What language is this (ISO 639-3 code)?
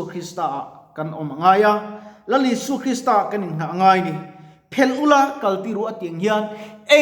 lus